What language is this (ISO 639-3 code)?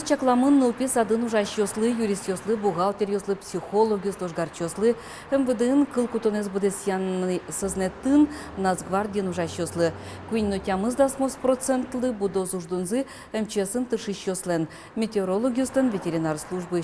udm